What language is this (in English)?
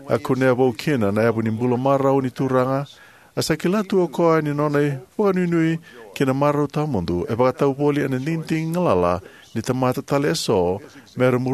Fijian